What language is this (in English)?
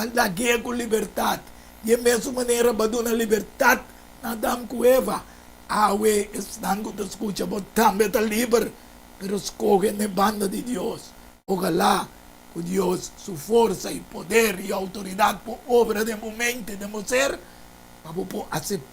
Papiamento